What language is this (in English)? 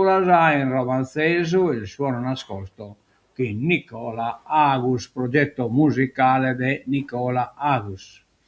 Sardinian